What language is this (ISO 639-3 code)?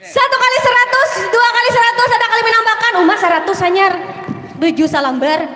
bjn